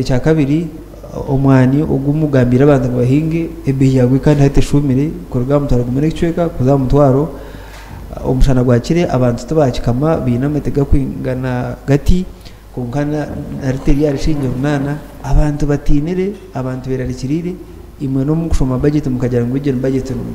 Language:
Nyankole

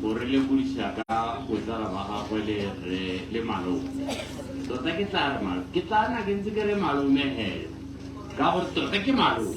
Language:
Tswana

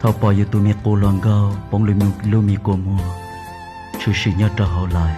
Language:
Hmong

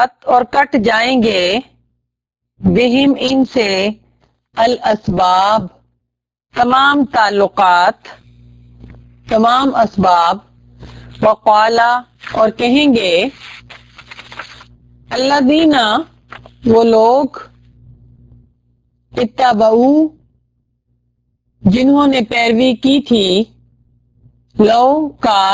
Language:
Urdu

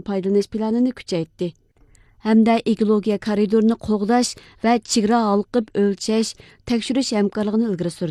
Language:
Uyghur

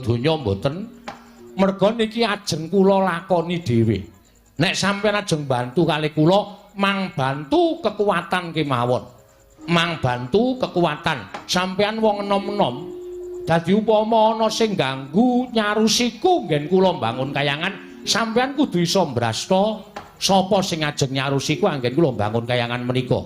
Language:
Javanese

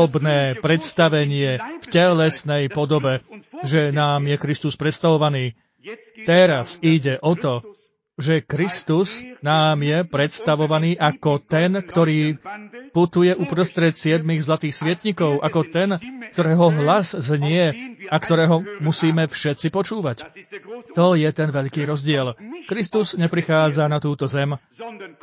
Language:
Slovak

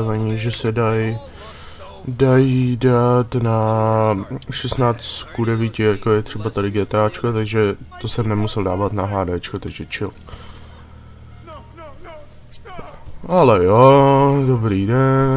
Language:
Czech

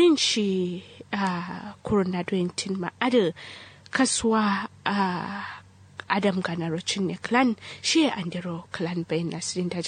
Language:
Kanuri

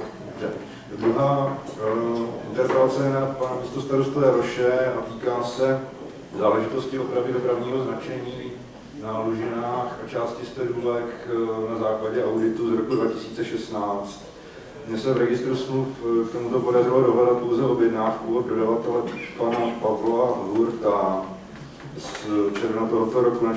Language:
Czech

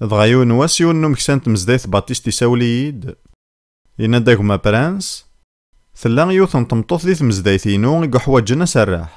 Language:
Kabyle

